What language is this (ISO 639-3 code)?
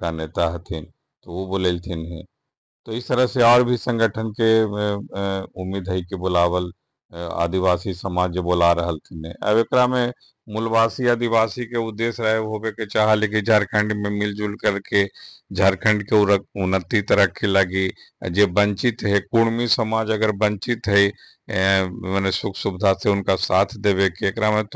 mag